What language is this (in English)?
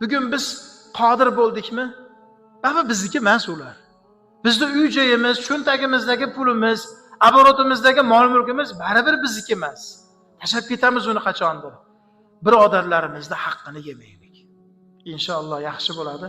Uzbek